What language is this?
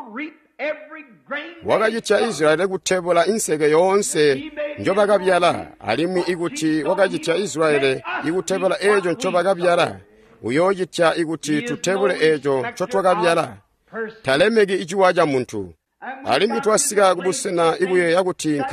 Tonga (Zambia)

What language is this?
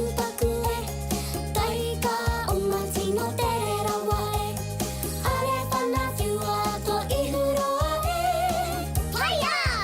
Māori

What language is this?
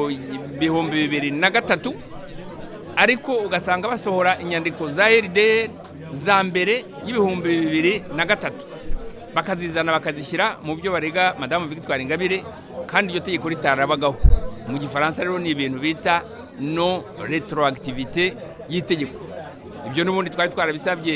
Kinyarwanda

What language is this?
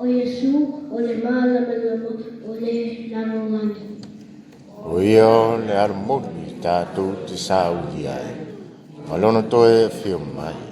Samoan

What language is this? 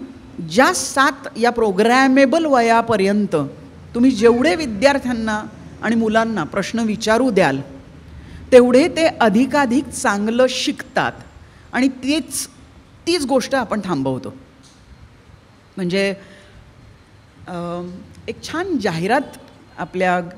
Marathi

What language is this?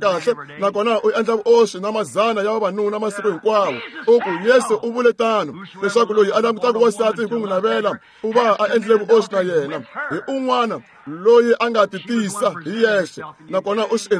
Tsonga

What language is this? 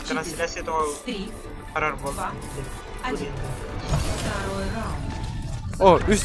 Yakut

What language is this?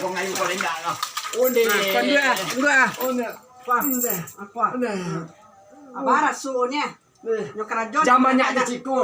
Minangkabau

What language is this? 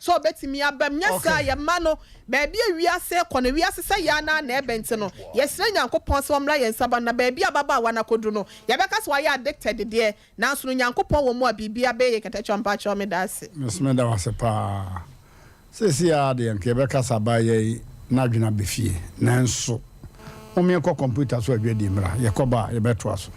Akan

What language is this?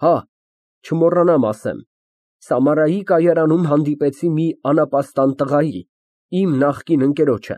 Armenian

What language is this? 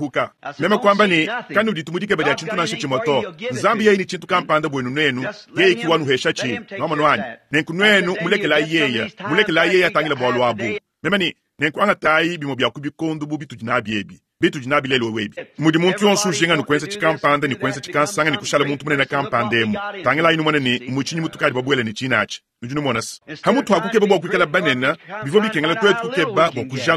Luba-Lulua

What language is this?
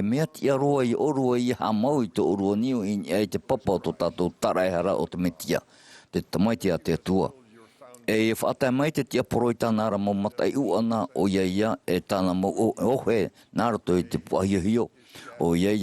Tahitian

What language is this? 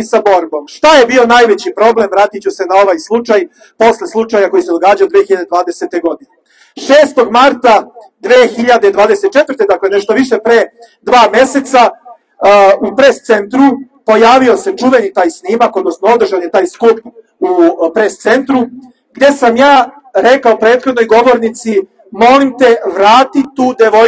Serbian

